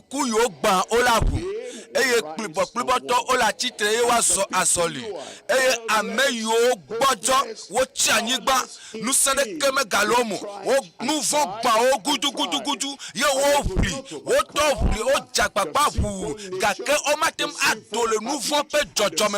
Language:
Ewe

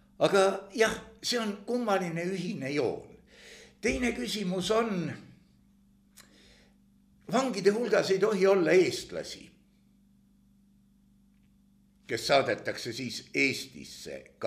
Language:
Estonian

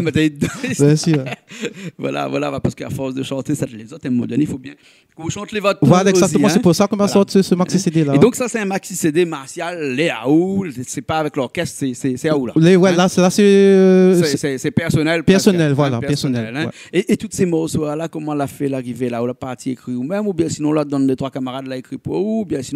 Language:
Réunion Creole French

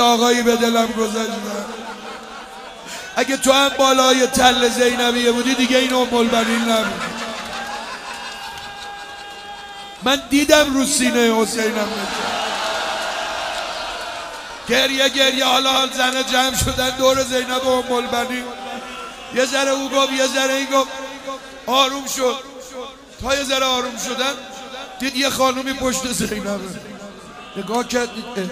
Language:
Persian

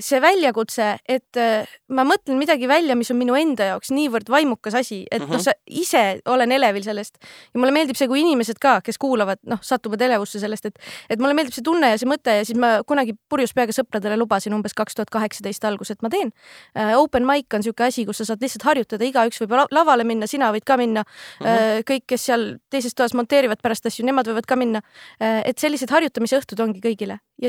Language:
Estonian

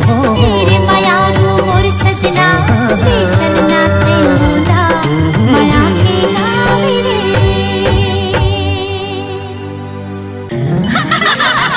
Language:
Chhattisgarhi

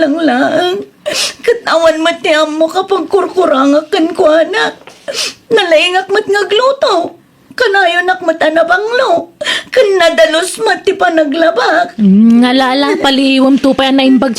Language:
Iloko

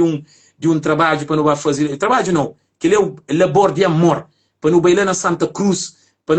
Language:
Kabuverdianu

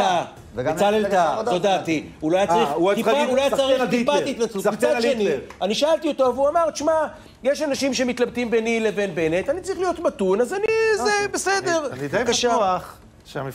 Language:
Hebrew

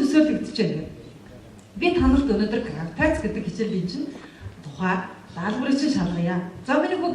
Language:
Mongolian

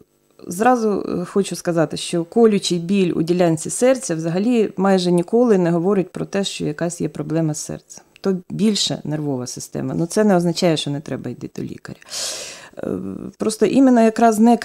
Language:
Ukrainian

